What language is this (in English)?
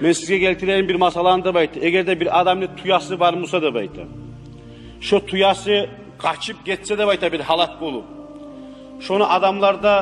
Kumyk